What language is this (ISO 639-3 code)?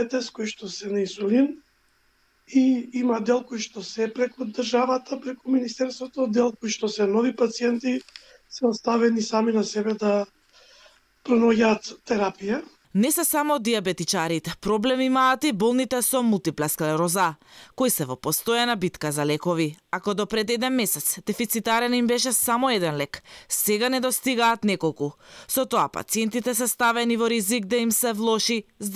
mkd